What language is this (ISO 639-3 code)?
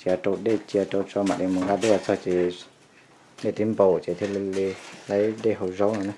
hmn